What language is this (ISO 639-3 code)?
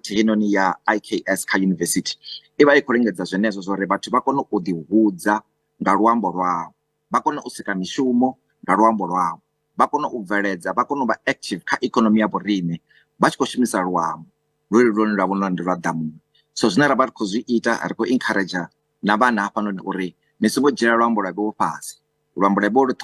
ven